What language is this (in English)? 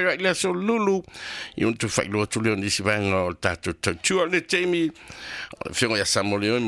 Samoan